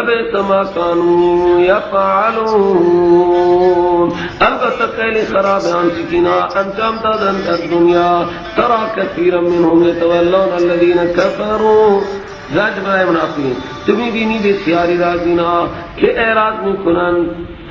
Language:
Persian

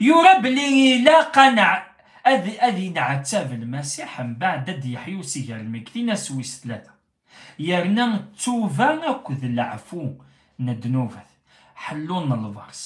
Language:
Kabyle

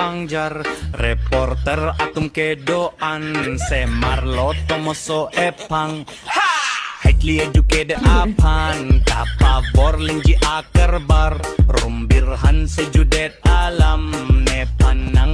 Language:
Karbi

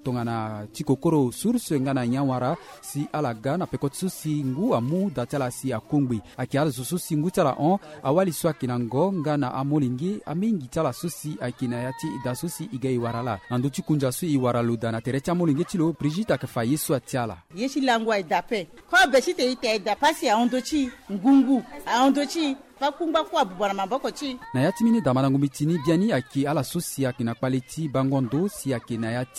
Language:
Sango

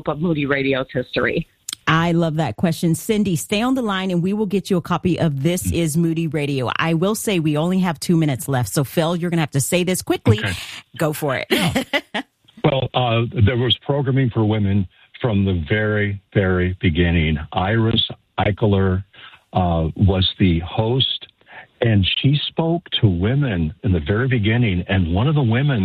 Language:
English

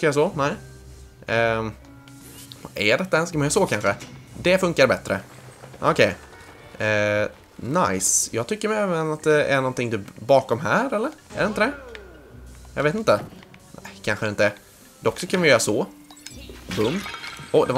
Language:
Swedish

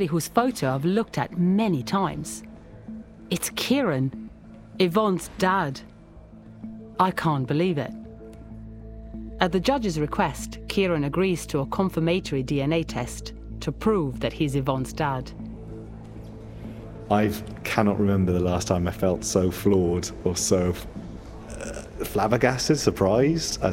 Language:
English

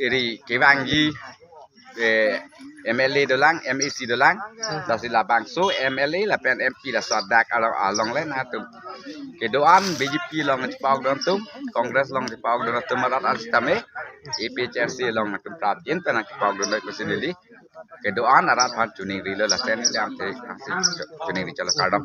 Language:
Karbi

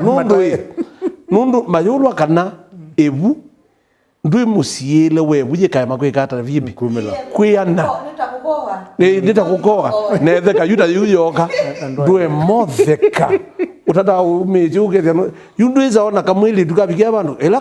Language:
Kamba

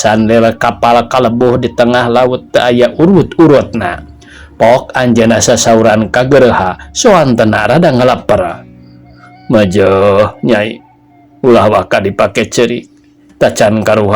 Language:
Sundanese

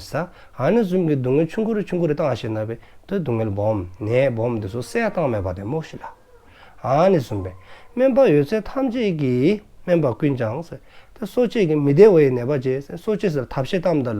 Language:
Dzongkha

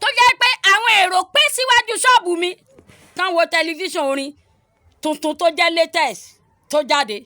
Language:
Yoruba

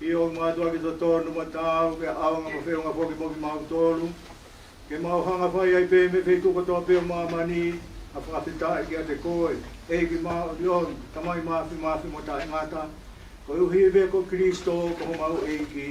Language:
Tongan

